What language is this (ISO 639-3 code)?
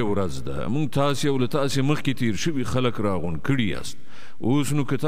pus